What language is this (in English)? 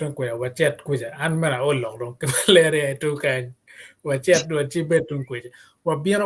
Acoli